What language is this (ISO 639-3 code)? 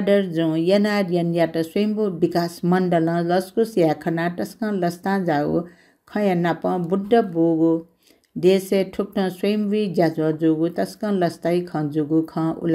new